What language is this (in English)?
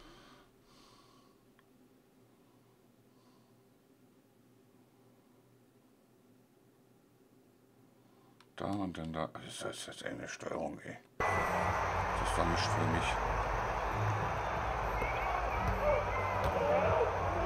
German